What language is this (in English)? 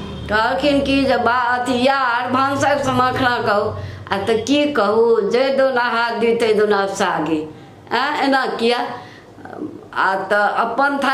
Maithili